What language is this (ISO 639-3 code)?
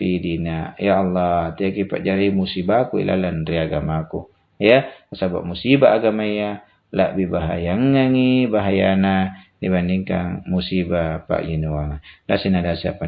mak